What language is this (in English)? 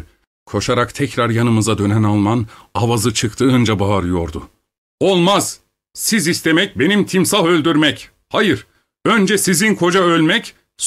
Turkish